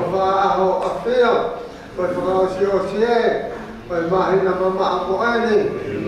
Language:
Tongan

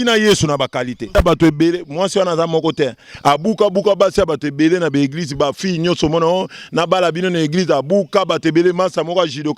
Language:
Lingala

